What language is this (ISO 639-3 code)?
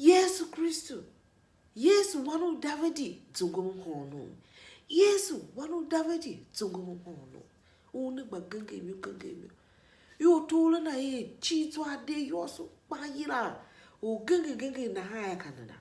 tiv